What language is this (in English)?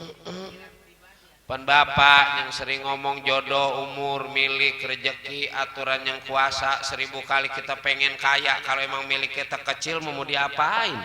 Betawi